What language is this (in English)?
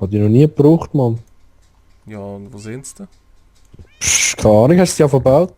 Swiss German